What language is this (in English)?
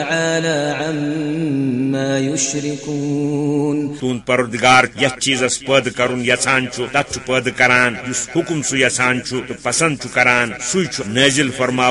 Kashmiri